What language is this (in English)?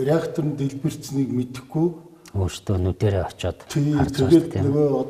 Mongolian